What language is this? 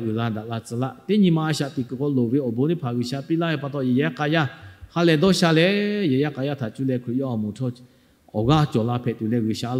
Lahu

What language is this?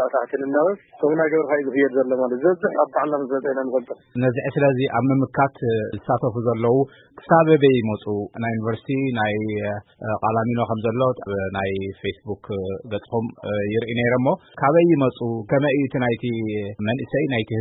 Tigrinya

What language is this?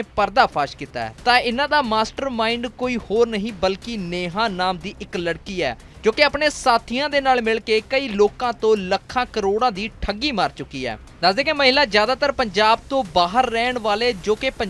Punjabi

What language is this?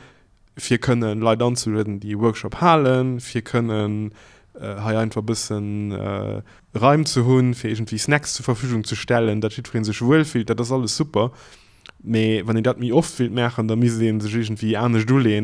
Luxembourgish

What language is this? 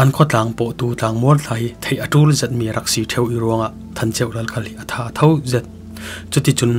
Falam Chin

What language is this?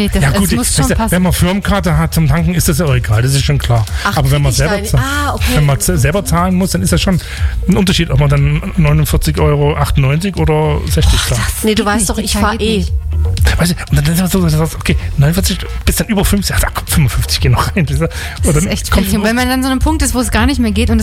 German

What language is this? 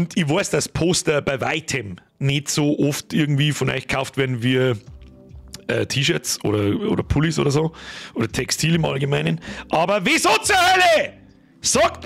Bavarian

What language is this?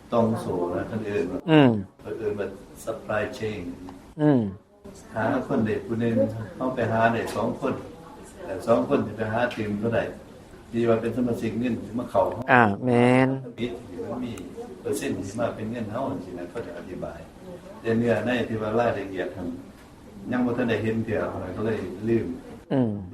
Northeastern Thai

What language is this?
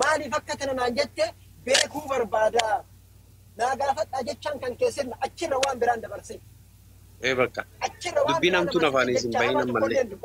Oromo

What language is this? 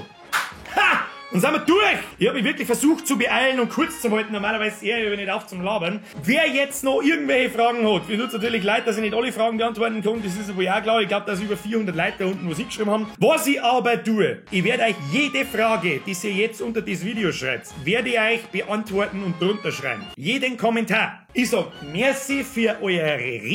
Bavarian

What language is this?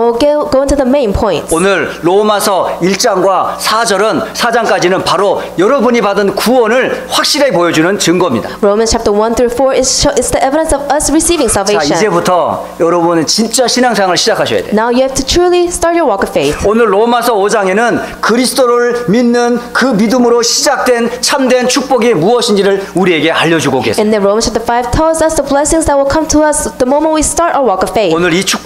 Korean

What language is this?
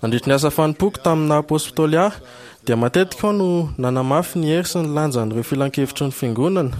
Malagasy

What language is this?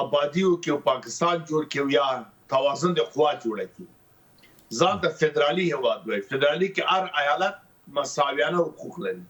Pashto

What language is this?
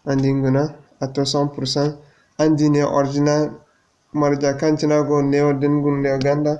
Zarma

